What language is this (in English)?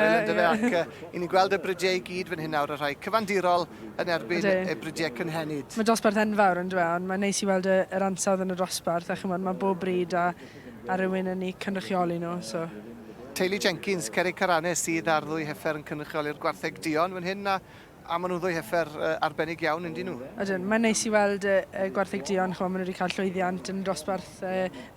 Welsh